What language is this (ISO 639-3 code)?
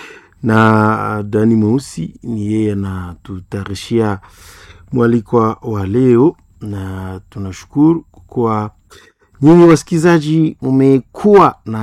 swa